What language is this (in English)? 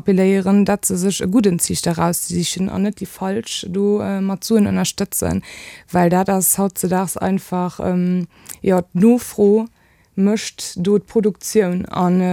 Luxembourgish